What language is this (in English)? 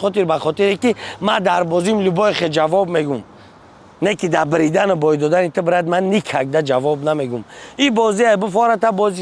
Tajik